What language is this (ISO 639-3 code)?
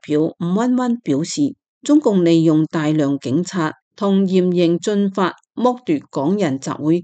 yue